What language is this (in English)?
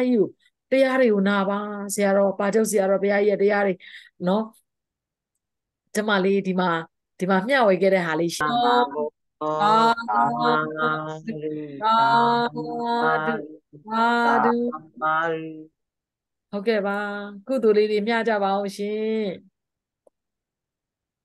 Burmese